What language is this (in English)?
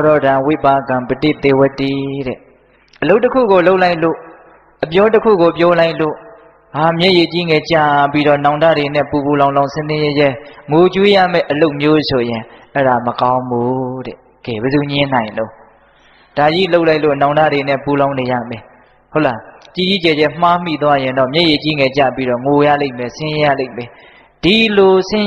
Burmese